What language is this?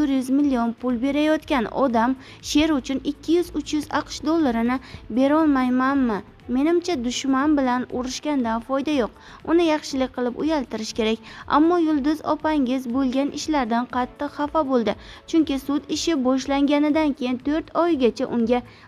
Uzbek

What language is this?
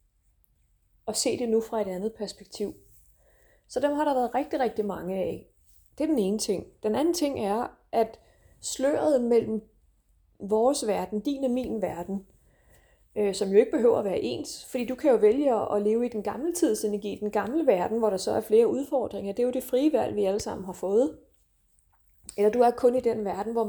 Danish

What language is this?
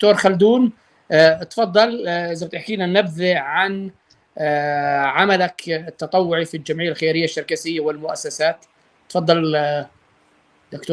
North Levantine Arabic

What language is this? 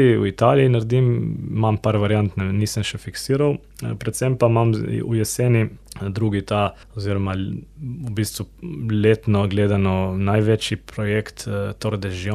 Slovenian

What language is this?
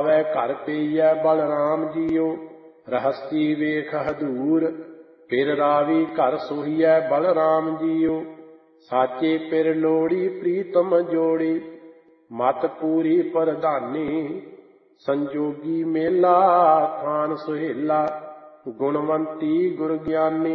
Punjabi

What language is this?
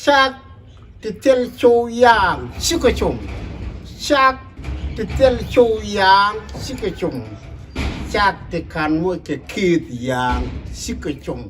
Nuer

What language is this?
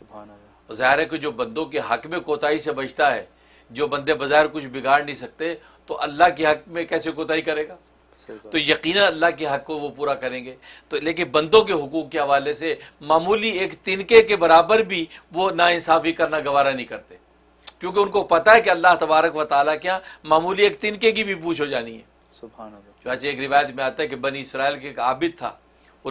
Urdu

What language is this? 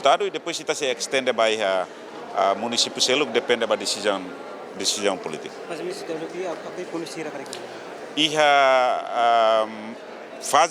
Tetum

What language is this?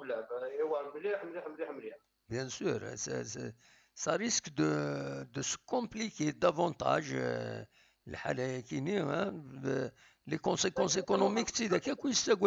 Kabyle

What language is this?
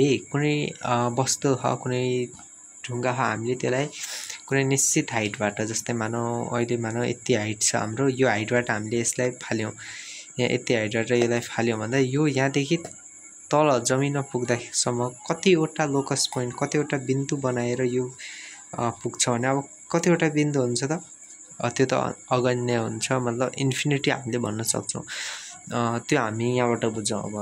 Nepali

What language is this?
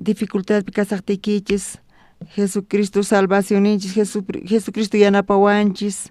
South Bolivian Quechua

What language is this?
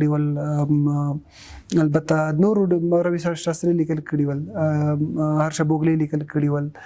Pashto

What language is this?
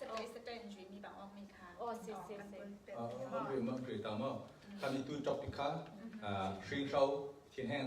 Falam Chin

